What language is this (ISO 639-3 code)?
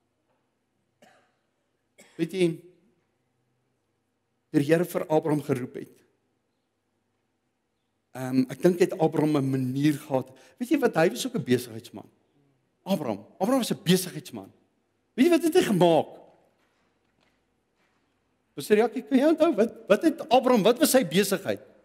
afr